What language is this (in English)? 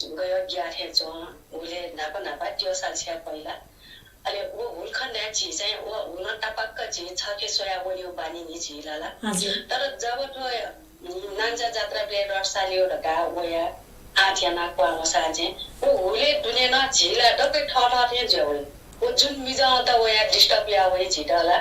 Newari